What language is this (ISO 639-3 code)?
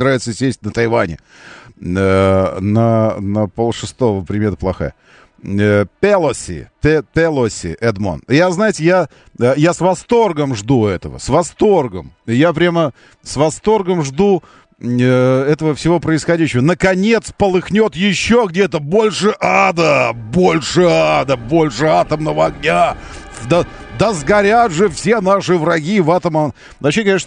rus